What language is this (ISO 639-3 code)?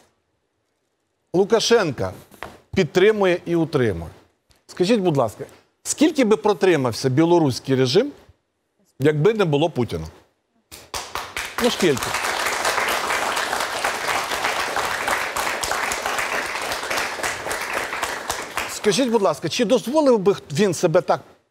ukr